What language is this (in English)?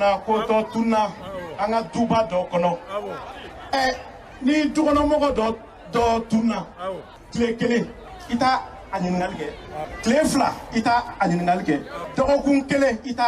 Bambara